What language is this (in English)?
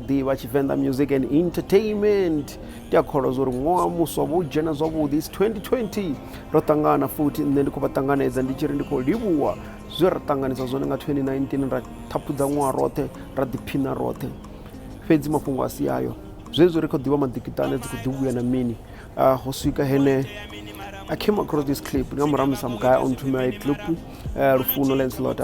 Venda